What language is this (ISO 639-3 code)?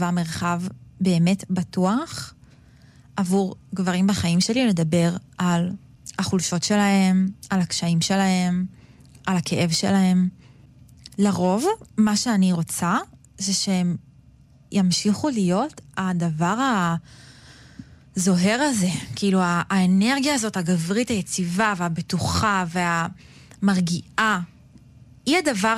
heb